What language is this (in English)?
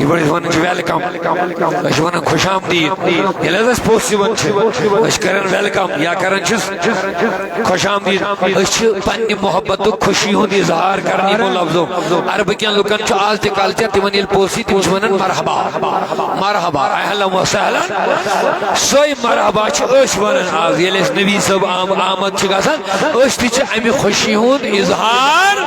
Kashmiri